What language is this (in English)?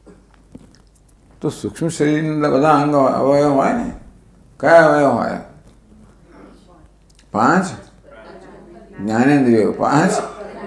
Gujarati